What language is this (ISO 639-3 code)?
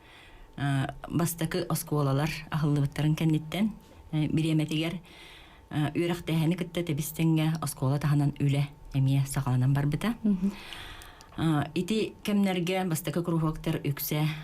sah